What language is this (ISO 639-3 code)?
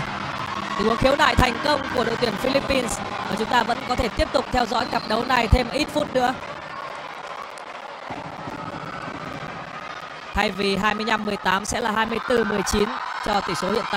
vie